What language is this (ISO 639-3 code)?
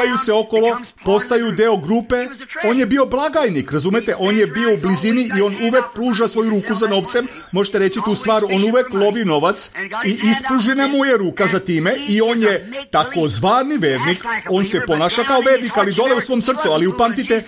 srp